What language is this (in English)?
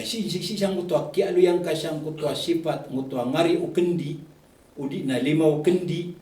Maranao